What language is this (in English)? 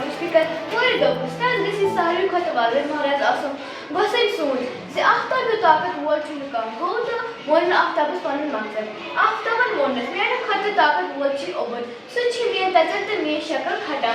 Kashmiri